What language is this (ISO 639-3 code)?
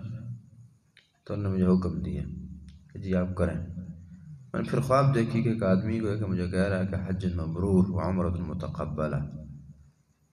urd